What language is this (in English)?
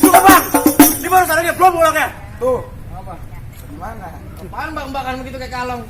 Betawi